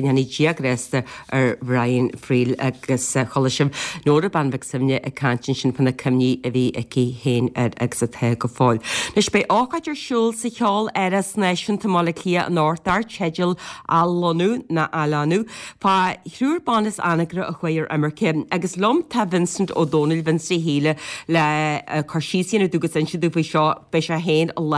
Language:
Irish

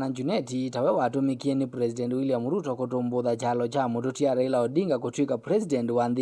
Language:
Kamba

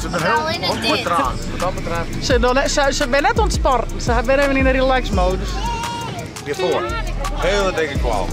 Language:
Western Frisian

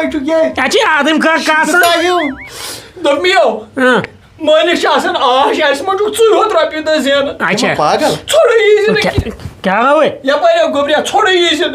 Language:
Kashmiri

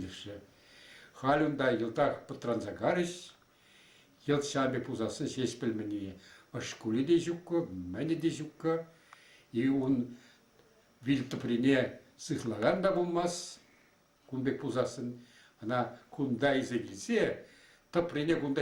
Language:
Chuvash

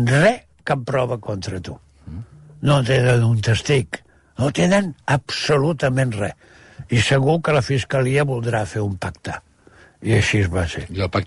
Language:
Catalan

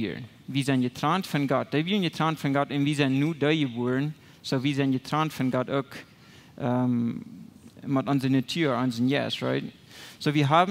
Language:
Plautdietsch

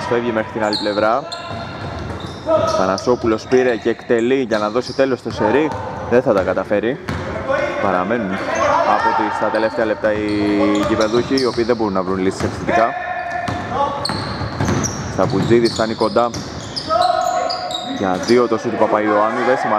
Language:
Greek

